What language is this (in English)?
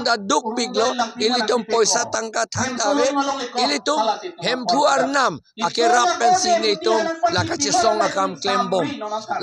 Karbi